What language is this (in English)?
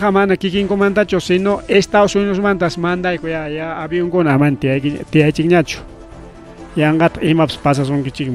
Ayacucho Quechua